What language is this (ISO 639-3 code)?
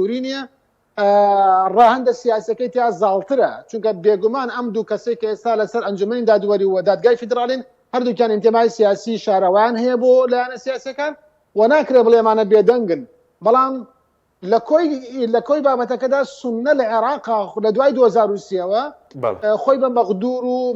ckb